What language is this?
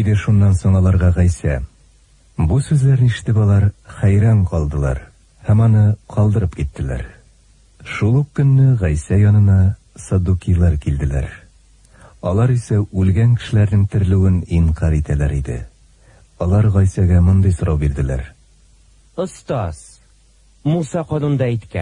Tatar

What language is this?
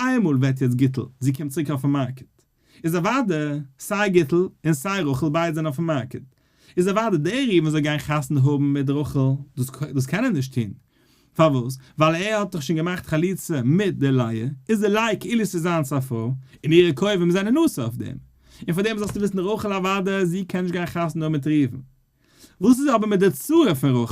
Yiddish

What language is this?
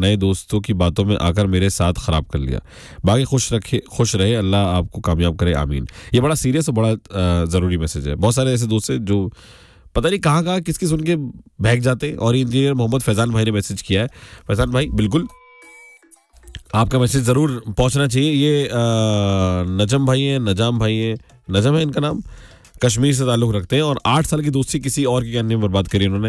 Hindi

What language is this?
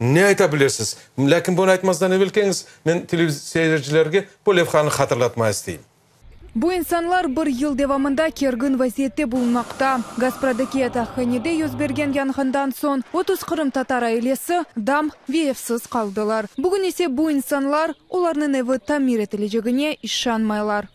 Crimean Tatar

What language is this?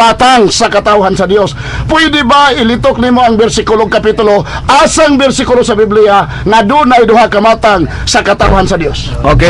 Cebuano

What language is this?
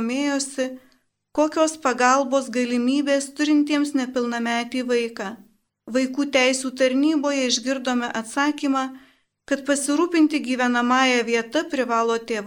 Lithuanian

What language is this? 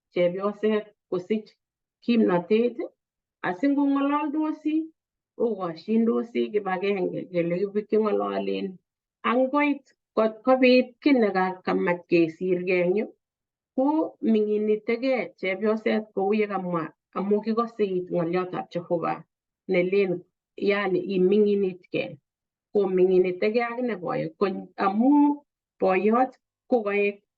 Kalenjin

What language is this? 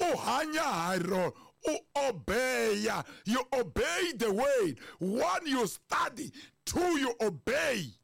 Tsonga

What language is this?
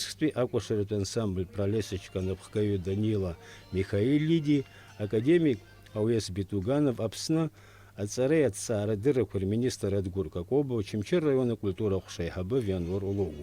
Abkhazian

